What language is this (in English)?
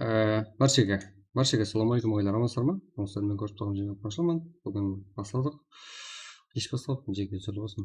Kara-Kalpak